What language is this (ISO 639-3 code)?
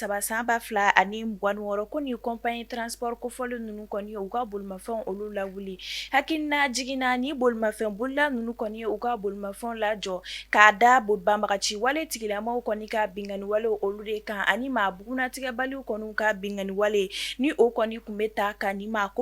bam